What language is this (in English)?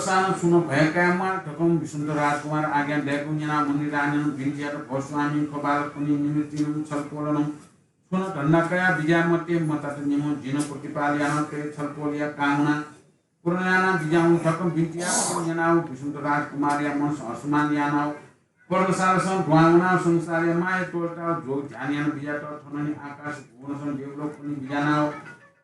Newari